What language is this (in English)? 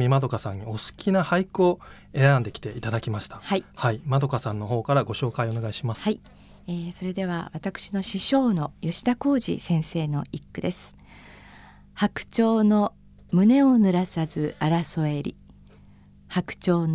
Japanese